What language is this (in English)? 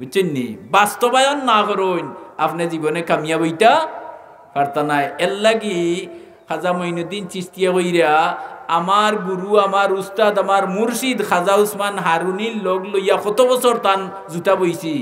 Sylheti